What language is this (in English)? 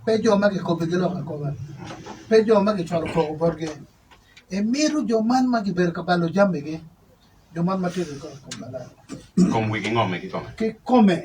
Acoli